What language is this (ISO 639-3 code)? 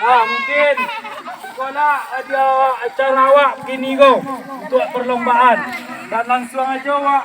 min